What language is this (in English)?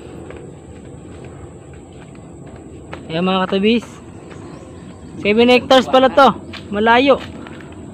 Filipino